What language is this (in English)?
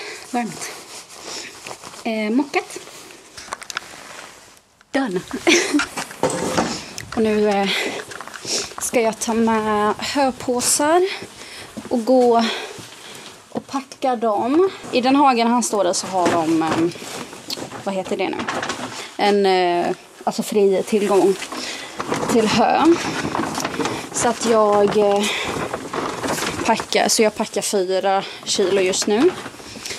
Swedish